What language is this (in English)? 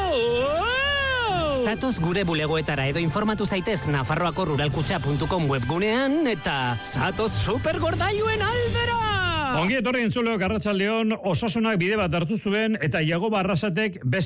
Basque